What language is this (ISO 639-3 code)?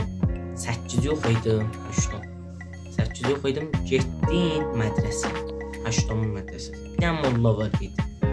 azb